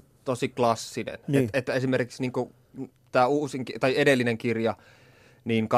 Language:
Finnish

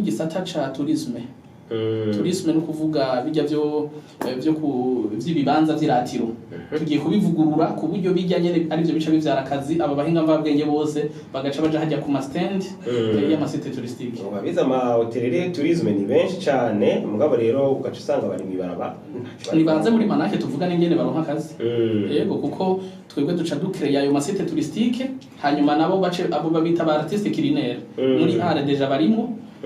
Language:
Rundi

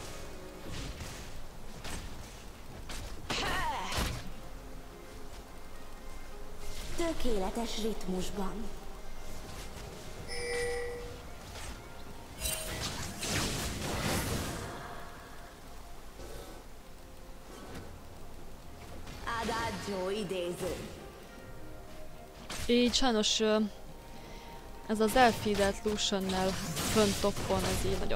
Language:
Hungarian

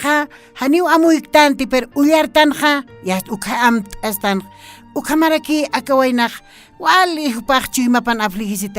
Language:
Aymara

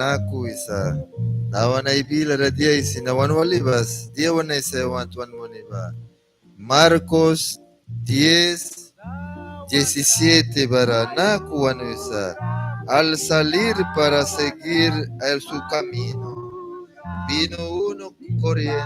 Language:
Mískito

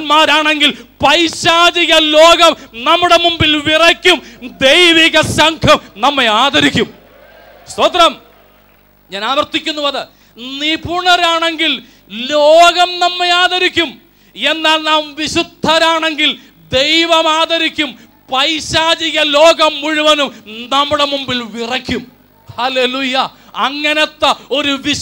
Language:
Malayalam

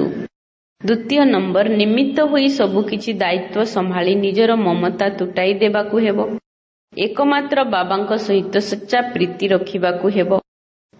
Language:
Odia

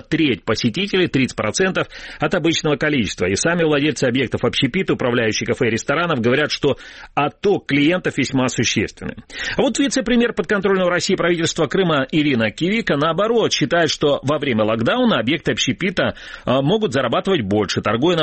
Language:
Russian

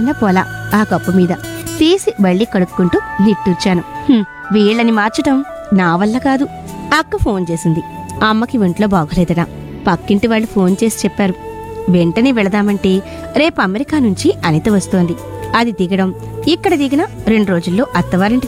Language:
Telugu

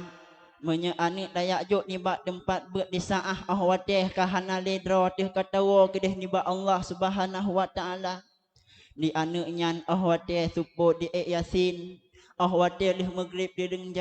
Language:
Achinese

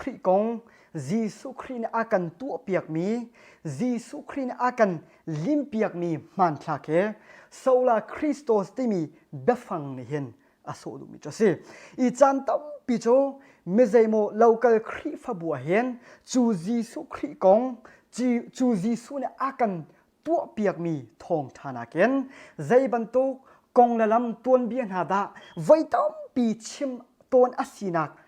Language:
Hakha Chin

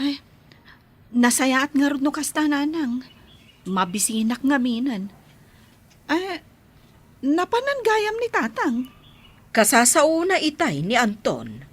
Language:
Iloko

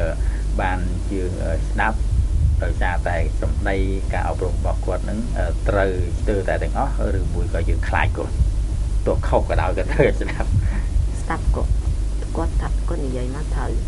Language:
Khmer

